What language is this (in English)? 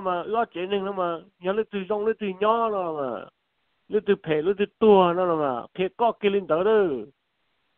Vietnamese